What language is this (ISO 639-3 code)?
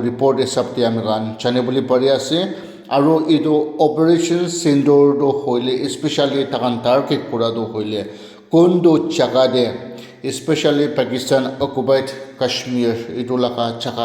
nag